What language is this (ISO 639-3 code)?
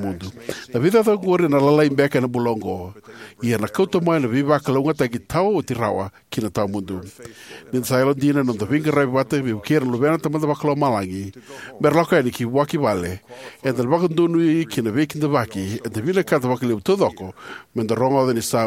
fij